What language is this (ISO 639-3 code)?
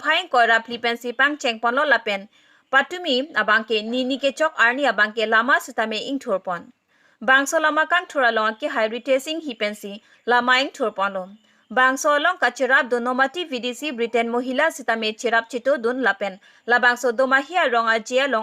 mjw